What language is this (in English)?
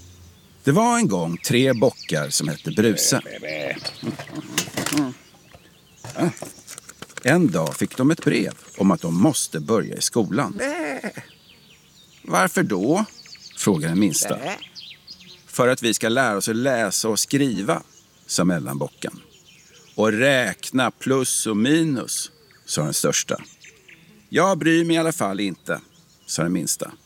Swedish